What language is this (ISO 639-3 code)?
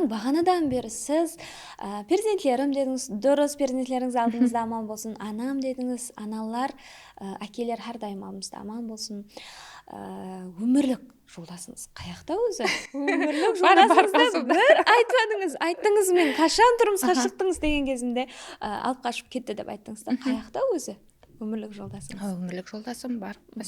kaa